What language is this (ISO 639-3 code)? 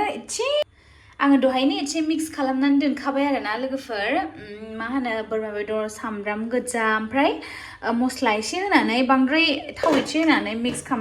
brx